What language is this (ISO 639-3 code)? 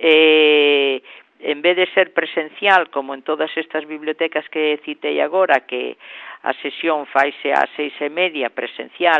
glg